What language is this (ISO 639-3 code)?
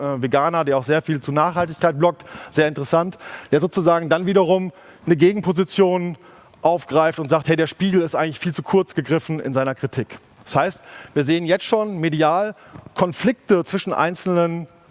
deu